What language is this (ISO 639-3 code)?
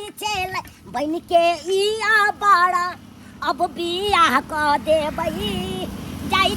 mai